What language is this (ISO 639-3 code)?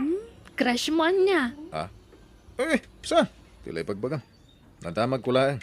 ilo